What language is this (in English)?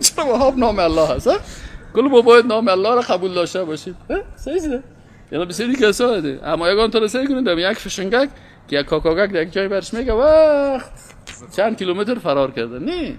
Persian